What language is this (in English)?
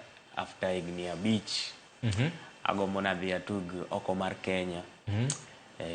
Luo (Kenya and Tanzania)